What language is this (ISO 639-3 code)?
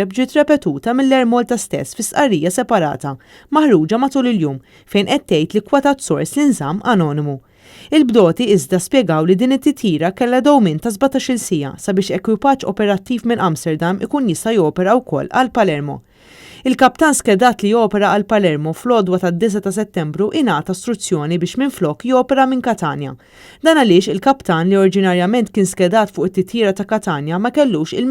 mlt